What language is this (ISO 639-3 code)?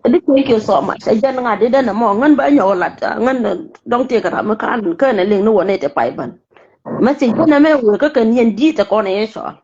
nus